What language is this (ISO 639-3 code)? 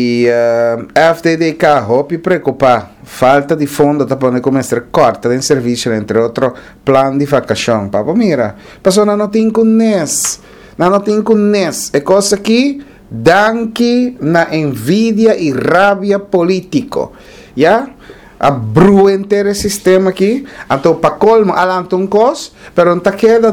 pap